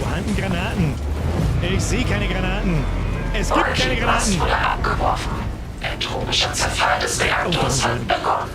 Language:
Bavarian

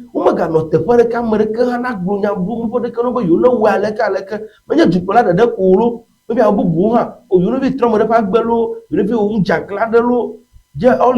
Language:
Ewe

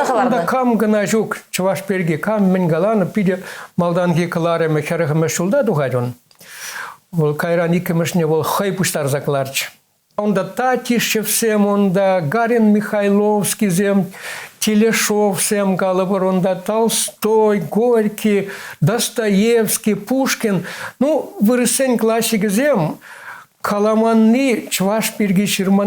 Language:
Chuvash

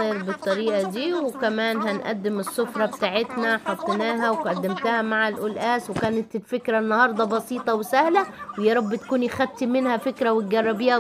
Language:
Egyptian Arabic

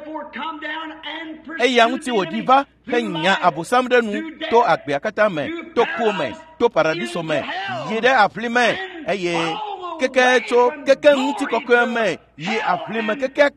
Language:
Ewe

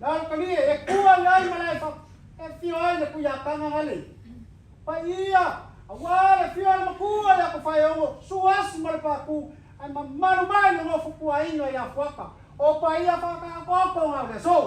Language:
Samoan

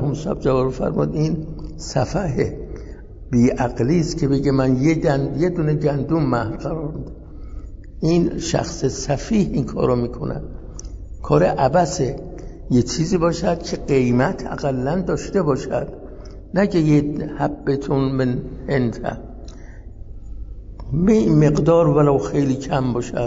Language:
Persian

